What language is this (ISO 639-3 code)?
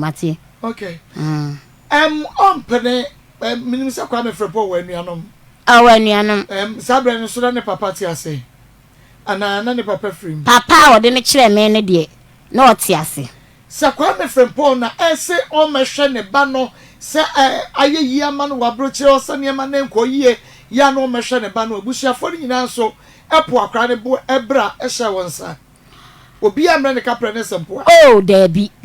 aka